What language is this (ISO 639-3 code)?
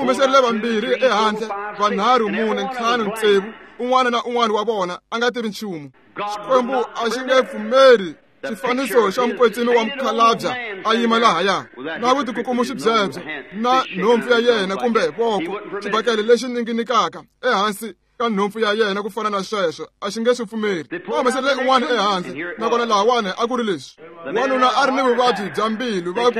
tso